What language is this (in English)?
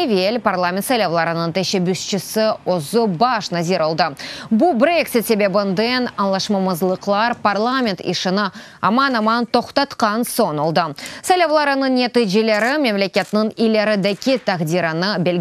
Crimean Tatar